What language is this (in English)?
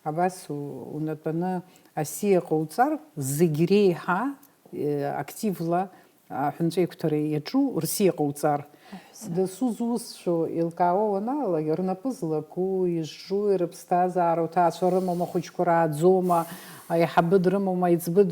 Abkhazian